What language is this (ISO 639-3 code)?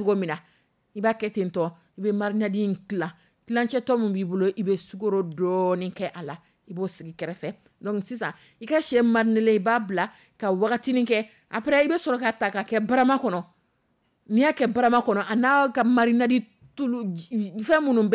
dyu